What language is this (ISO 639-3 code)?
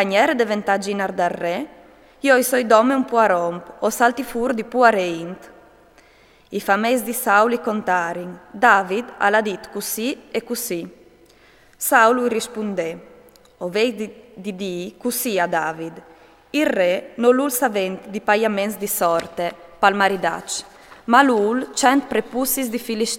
fur